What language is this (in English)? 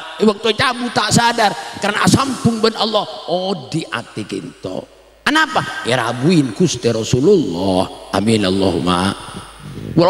Madurese